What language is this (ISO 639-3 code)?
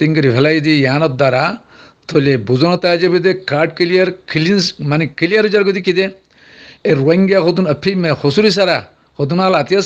rhg